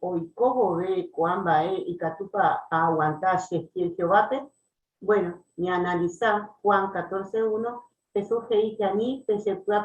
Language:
Guarani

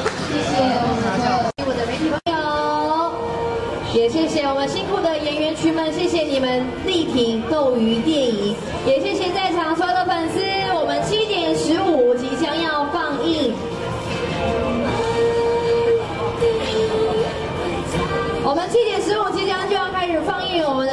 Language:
Chinese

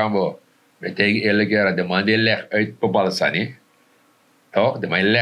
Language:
Sranan Tongo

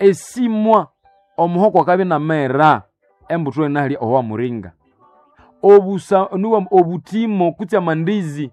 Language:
Nande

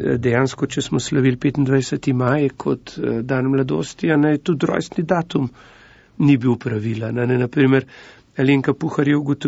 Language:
Slovenian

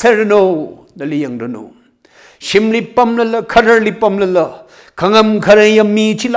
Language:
Tangkhul Naga (India)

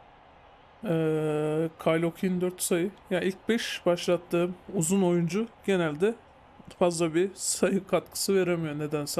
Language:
Turkish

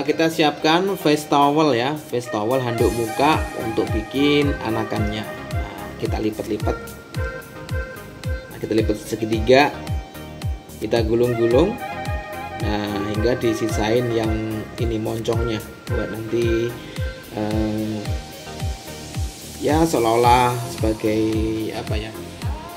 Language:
Indonesian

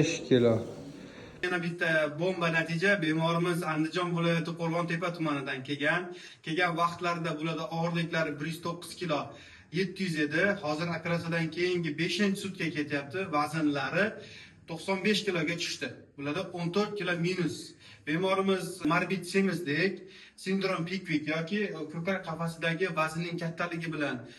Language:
Uzbek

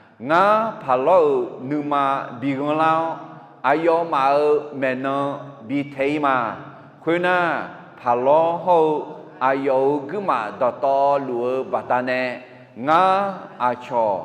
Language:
Akha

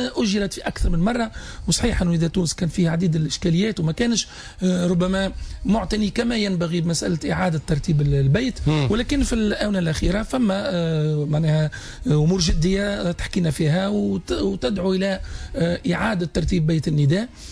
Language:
Tunisian Arabic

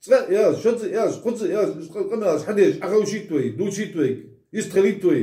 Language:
Ingush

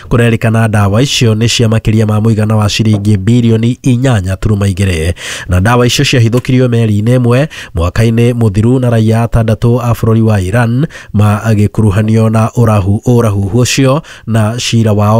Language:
Kikuyu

